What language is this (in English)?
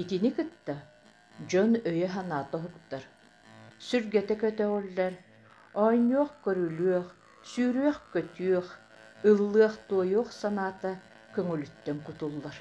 Yakut